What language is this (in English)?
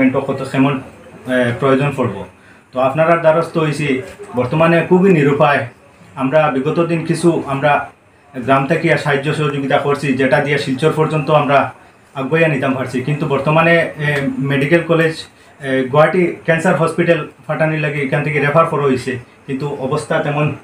Sylheti